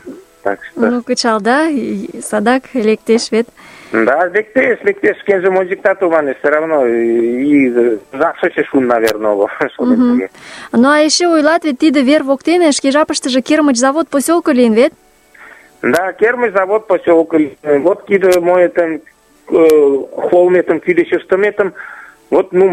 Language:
Mari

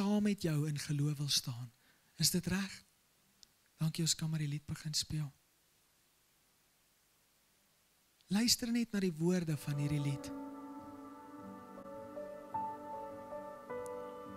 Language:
Afrikaans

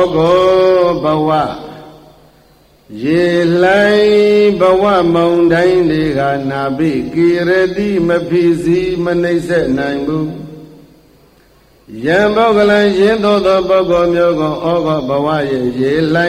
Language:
Burmese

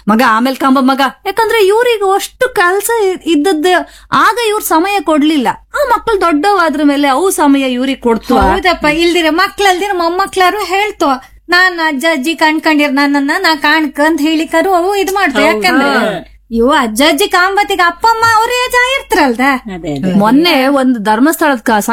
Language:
Kannada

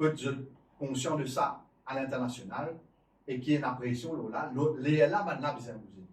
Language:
Morisyen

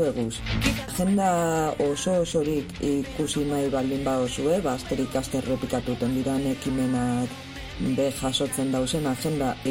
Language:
Basque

